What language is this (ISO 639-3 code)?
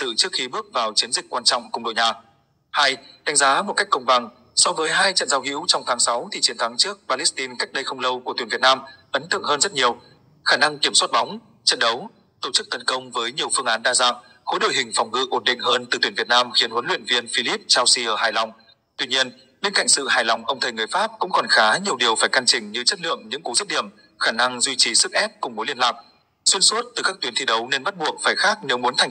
vie